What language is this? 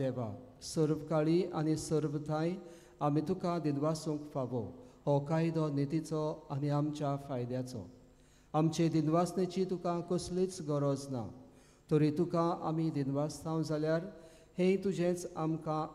Konkani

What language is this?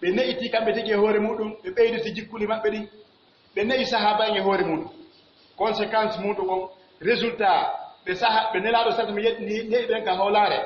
Pular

